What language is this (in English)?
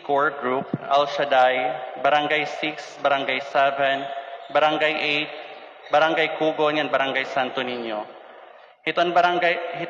Waray